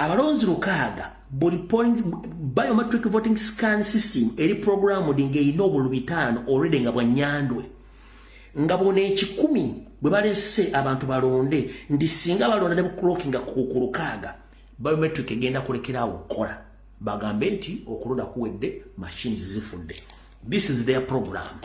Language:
Ganda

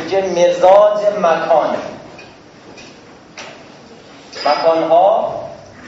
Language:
Persian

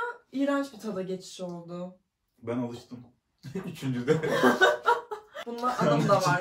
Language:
Turkish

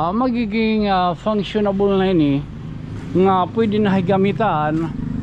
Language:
Waray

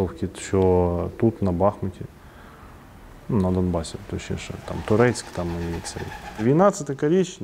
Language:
Ukrainian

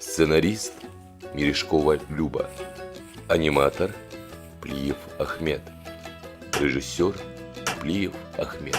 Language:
Ingush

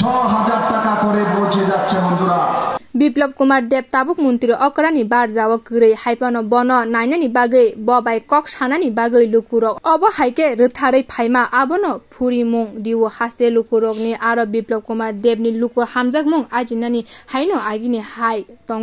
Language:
Kok Borok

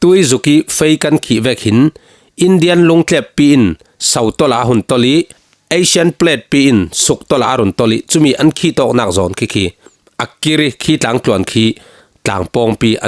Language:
Falam Chin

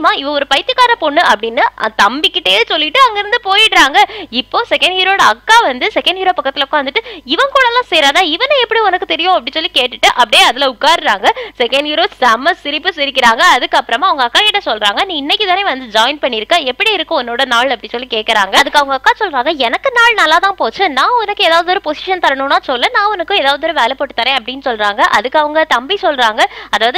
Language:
Tamil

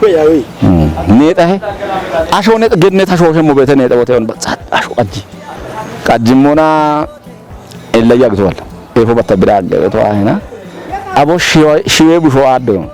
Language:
Kafa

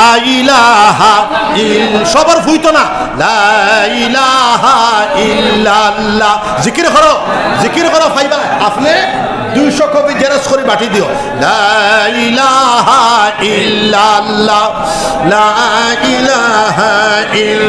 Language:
Sylheti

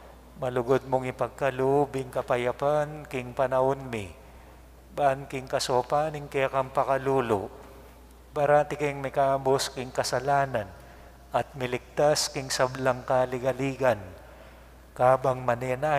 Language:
Pampanga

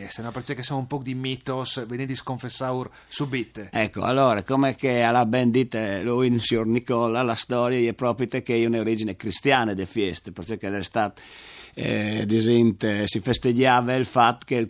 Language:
Friulian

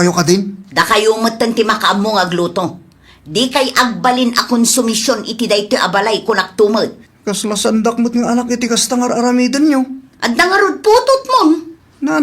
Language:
Iloko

